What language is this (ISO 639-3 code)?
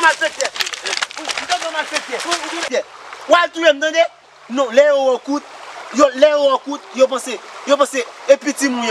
hat